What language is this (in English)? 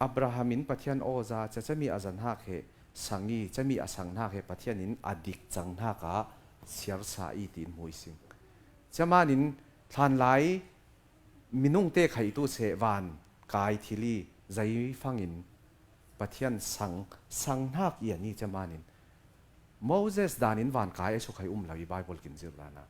Falam Chin